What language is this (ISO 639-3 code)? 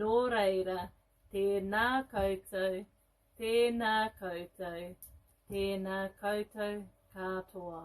mri